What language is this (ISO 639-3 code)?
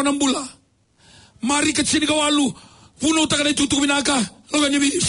fij